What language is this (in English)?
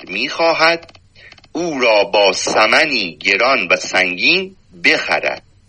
Persian